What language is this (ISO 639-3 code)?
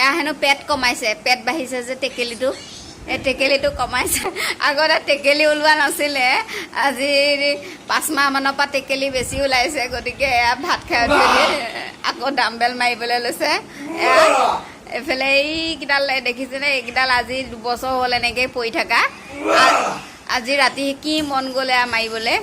asm